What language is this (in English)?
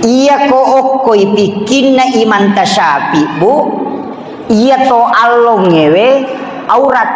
Buginese